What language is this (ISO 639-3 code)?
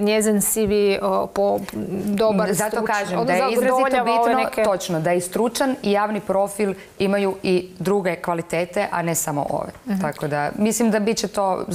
hrv